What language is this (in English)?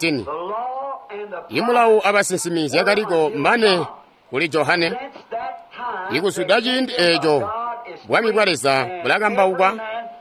Tonga (Zambia)